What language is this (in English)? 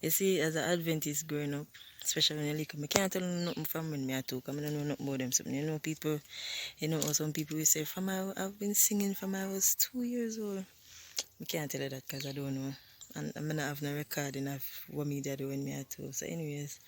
Jamaican Creole English